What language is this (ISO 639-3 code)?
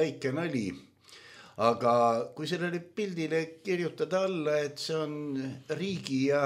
est